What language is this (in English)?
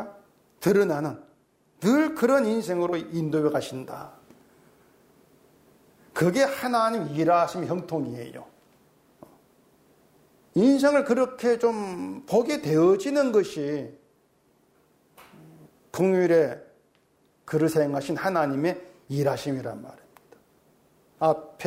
Korean